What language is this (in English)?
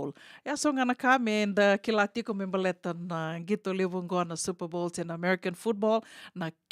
Fijian